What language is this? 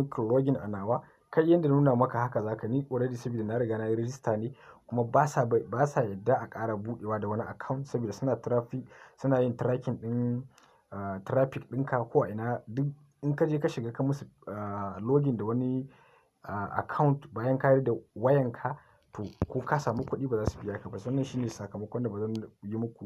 Hausa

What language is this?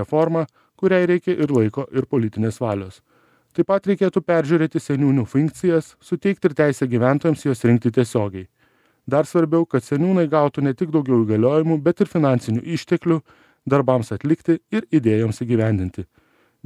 Lithuanian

